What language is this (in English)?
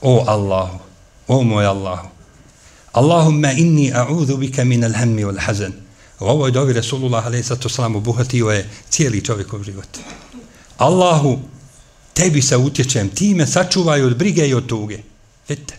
Bosnian